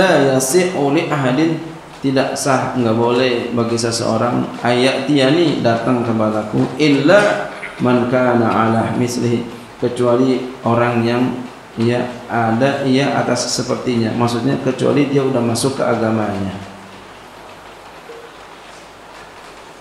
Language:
Indonesian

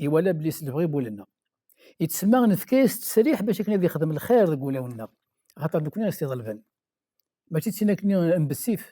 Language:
Kabyle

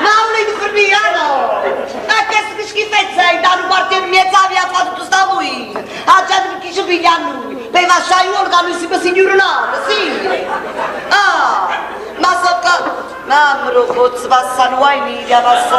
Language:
Neapolitan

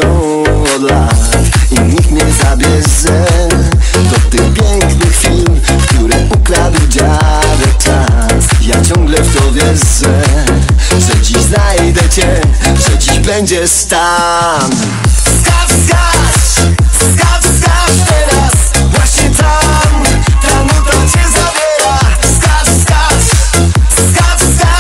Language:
Polish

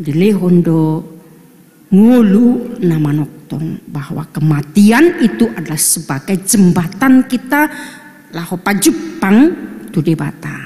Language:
Batak Toba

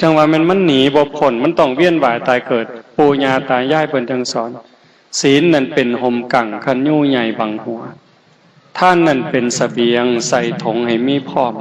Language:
Northeastern Thai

